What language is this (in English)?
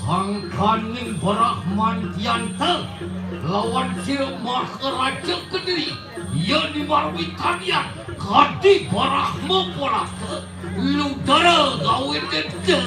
Balinese